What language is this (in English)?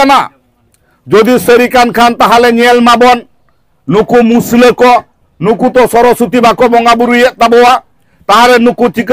Santali